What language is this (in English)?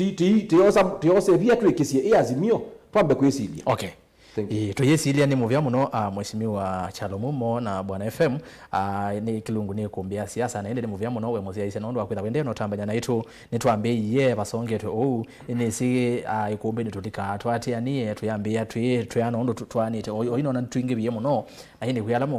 Kamba